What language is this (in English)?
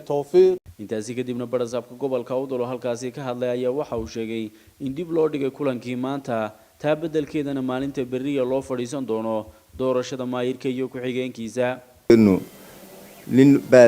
Somali